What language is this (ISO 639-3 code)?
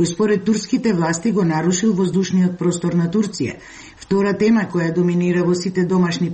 mkd